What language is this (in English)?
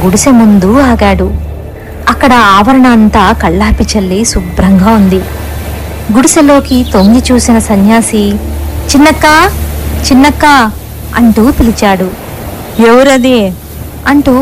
Telugu